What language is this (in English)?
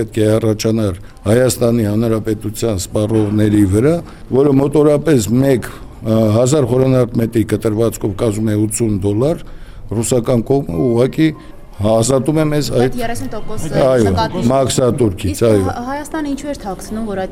Armenian